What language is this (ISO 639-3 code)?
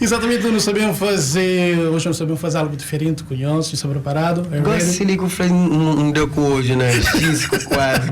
kea